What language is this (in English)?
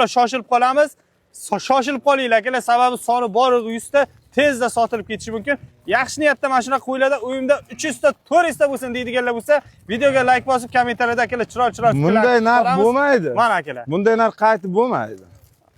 Uzbek